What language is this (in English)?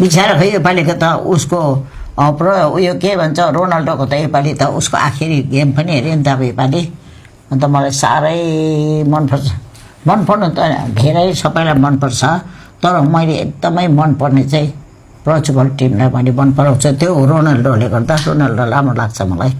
Nepali